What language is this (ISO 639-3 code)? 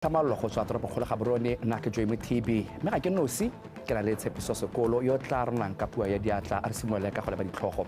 tsn